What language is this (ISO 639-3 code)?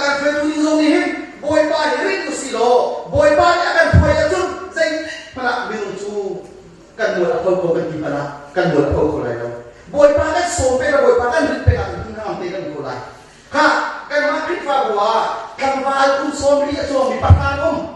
cnh